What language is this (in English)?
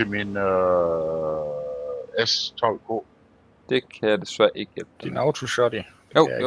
Danish